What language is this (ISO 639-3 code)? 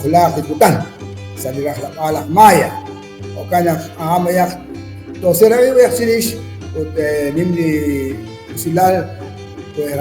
kek